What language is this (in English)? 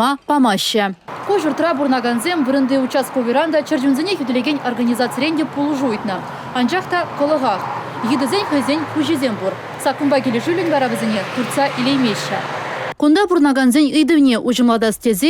Chuvash